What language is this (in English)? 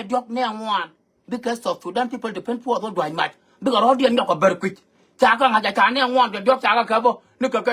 Nuer